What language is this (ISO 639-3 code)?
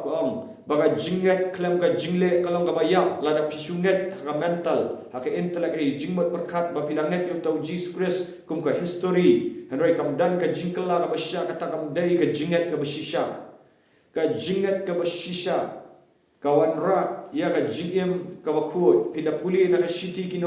kha